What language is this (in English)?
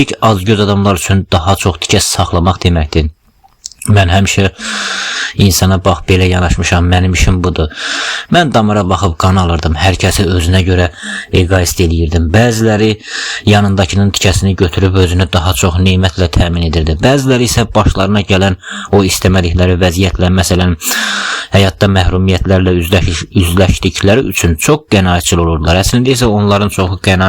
Azerbaijani